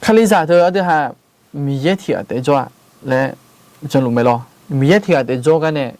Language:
Akha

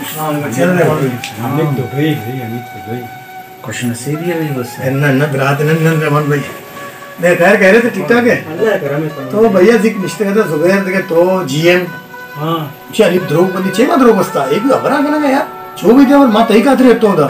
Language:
Baluchi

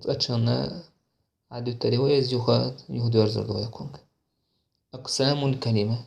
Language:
Chechen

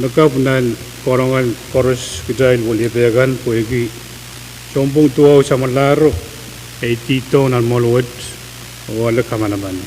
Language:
Pohnpeian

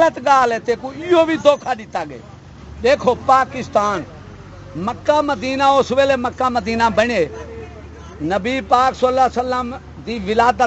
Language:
Saraiki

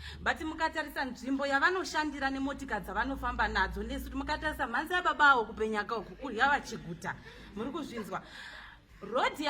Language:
Shona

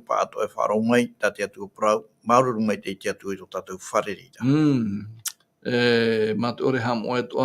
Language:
Tahitian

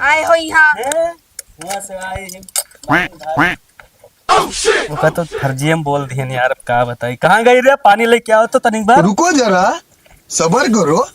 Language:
Awadhi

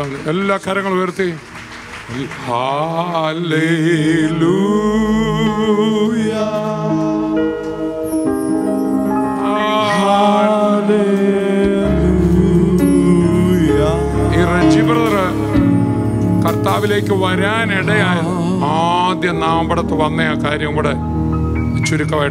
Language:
Malayalam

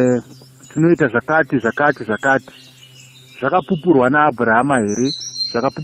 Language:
Shona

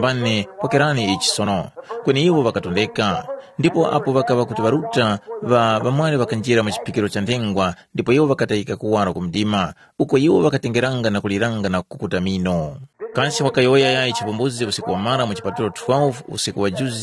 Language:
Tumbuka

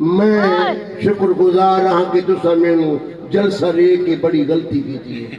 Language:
Saraiki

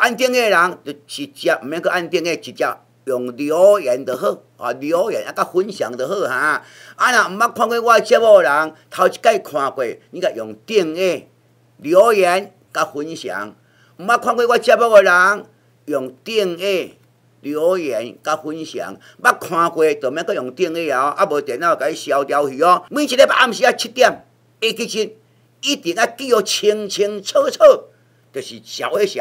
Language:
Min Nan Chinese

